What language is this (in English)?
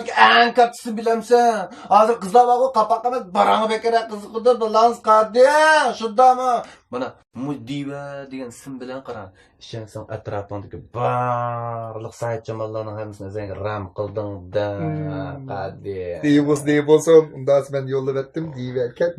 Uyghur